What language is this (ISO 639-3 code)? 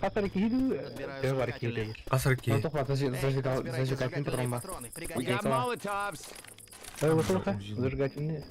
sah